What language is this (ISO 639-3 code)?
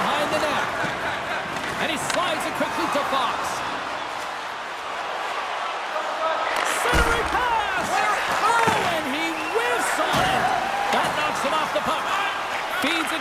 eng